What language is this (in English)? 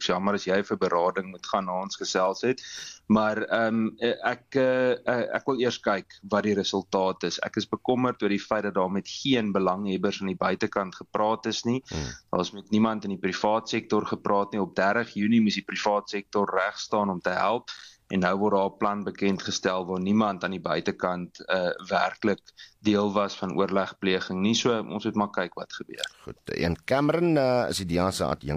Afrikaans